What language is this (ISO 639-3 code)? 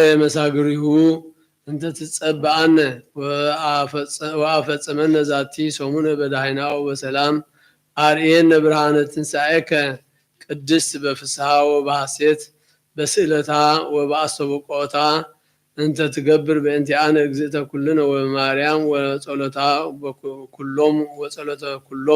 gez